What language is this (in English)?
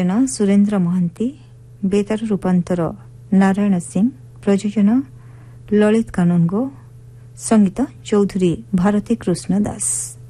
Odia